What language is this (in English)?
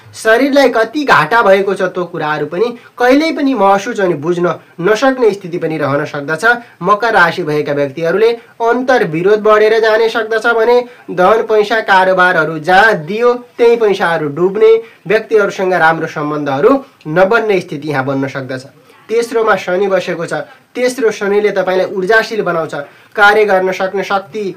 Nepali